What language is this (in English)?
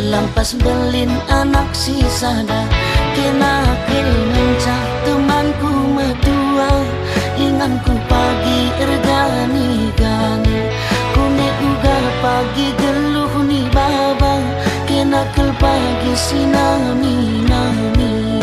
Batak Karo